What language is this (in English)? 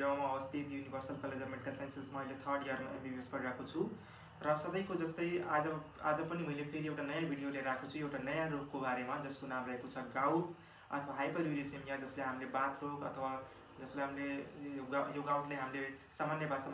Nepali